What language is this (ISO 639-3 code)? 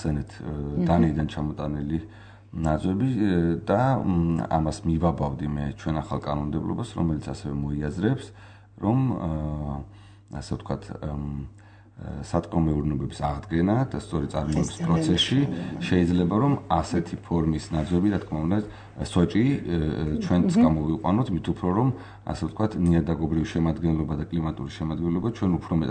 kat